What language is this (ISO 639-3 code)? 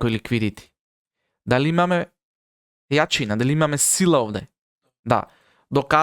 mkd